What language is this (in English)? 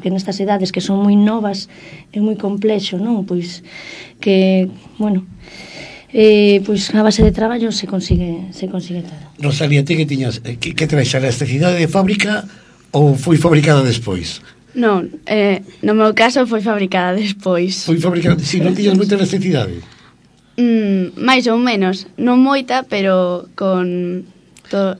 Galician